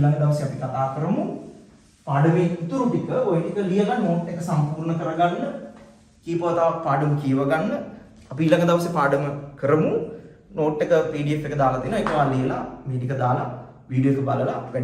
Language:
Sinhala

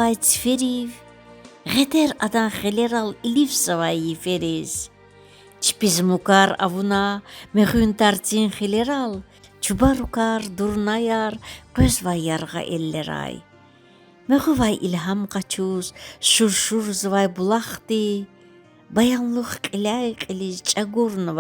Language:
Lezghian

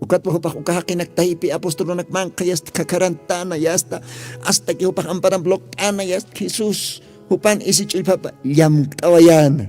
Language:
Aymara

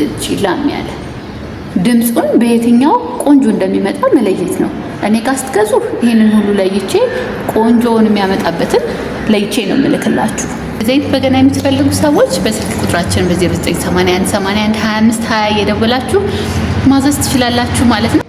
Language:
Amharic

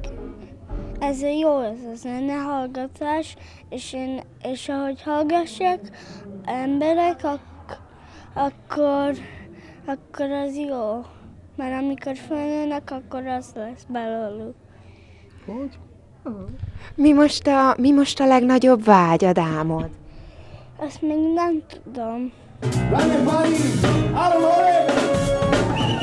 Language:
Hungarian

